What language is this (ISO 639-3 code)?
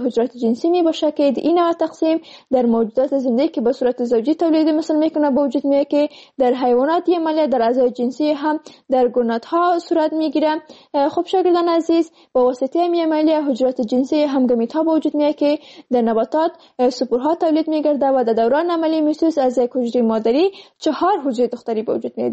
fas